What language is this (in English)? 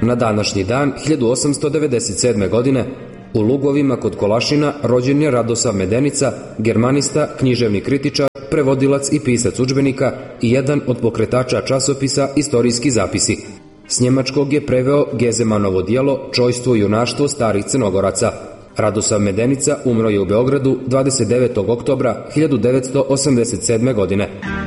Serbian